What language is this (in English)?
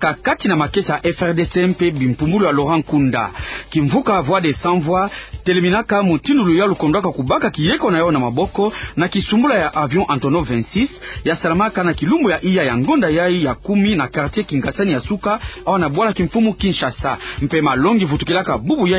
Kituba (Democratic Republic of Congo)